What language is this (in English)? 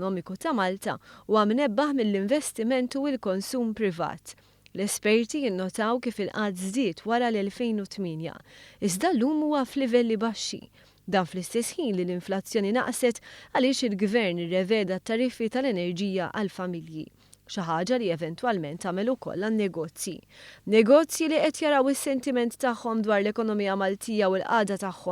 Maltese